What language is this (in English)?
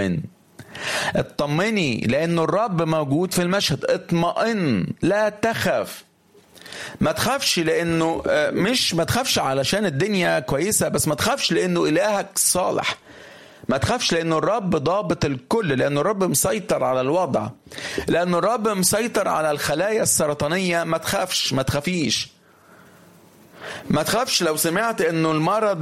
Egyptian Arabic